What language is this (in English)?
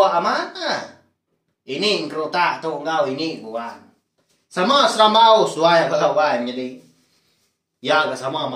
Iban